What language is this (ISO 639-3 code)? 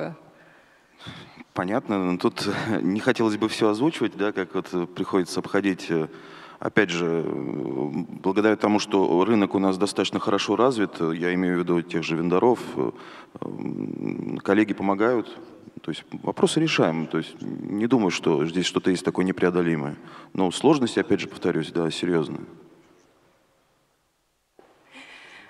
rus